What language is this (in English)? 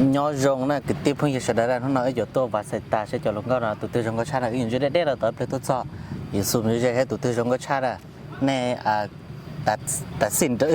Hmong